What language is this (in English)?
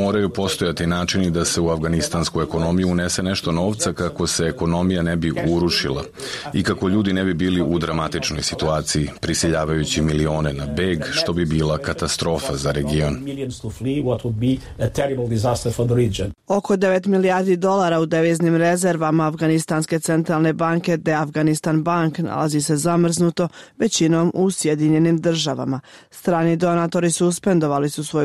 Serbian